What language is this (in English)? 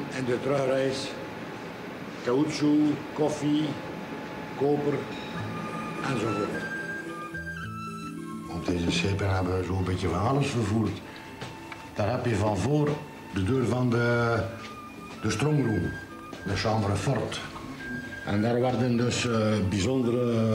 Dutch